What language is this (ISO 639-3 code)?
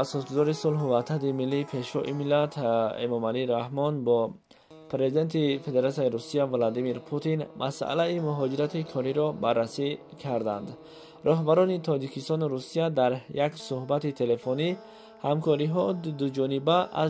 tgk